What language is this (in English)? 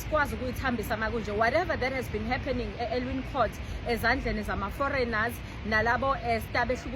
Zulu